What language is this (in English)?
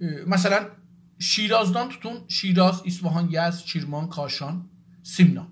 South Azerbaijani